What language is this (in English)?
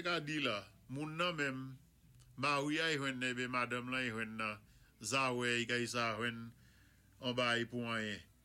Saint Lucian Creole French